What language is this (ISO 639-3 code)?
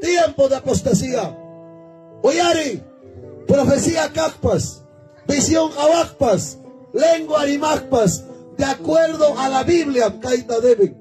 quy